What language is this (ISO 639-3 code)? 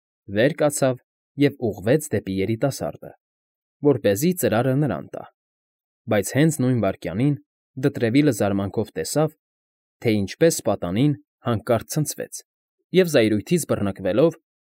hye